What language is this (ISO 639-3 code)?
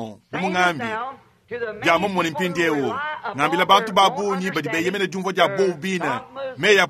lua